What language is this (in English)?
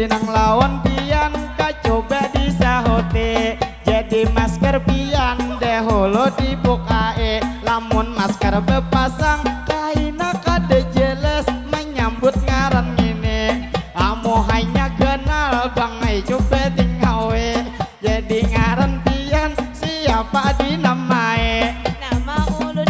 Banjar